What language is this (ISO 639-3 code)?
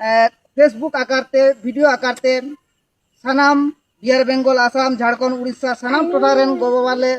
sat